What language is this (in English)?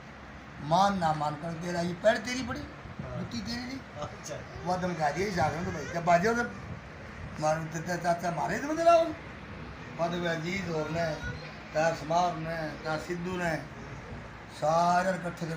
Haryanvi